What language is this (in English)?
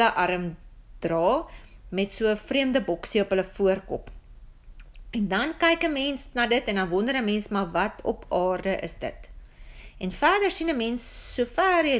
Afrikaans